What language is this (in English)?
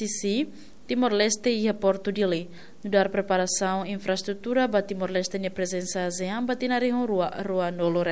Tetum